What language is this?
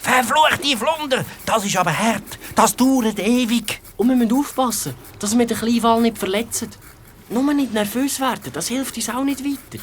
Swiss German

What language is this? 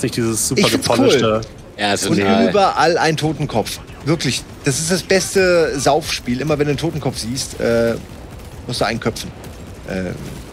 German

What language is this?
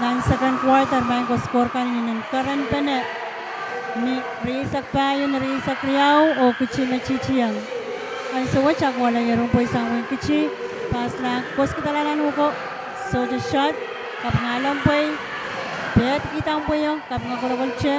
Pohnpeian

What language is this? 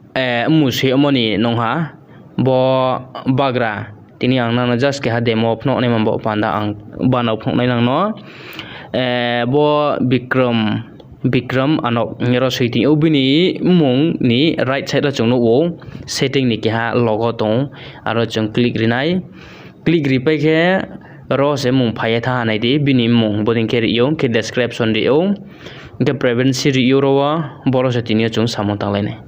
Riang (India)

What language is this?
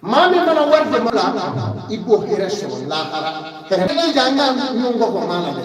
Bambara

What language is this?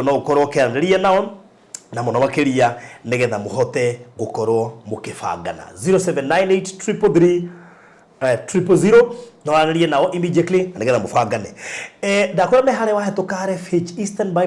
Kikuyu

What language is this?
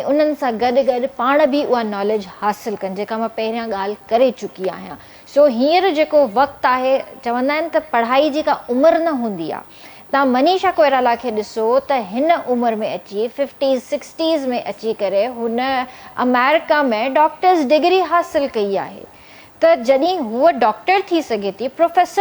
Sindhi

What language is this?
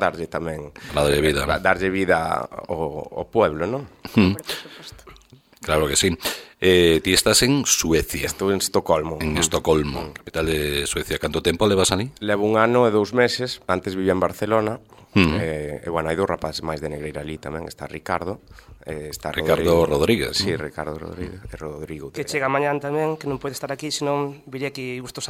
Galician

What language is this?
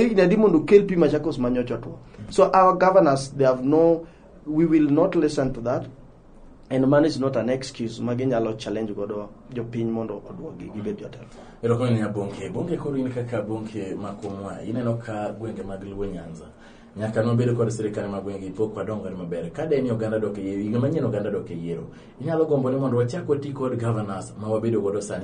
Luo (Kenya and Tanzania)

